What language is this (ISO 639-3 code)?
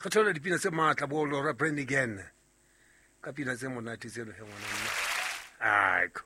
sot